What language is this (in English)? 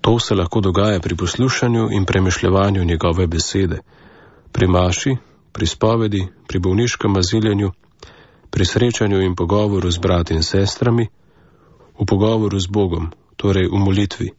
Slovenian